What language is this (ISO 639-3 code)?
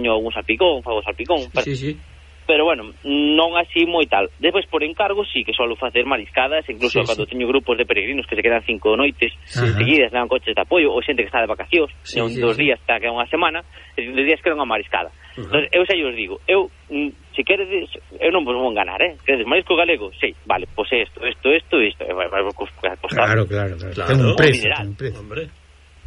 glg